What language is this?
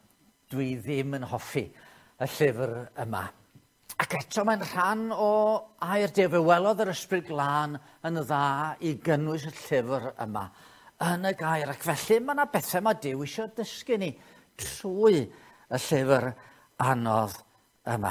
Welsh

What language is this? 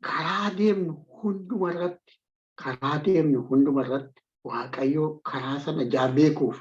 Oromo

